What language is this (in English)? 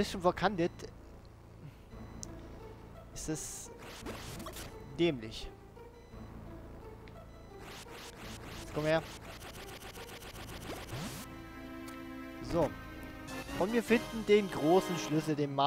German